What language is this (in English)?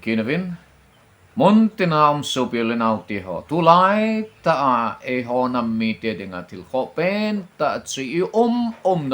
Thado Chin